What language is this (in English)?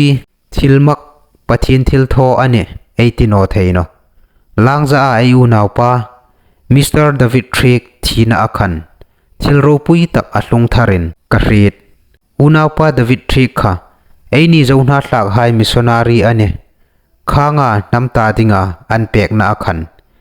Hmar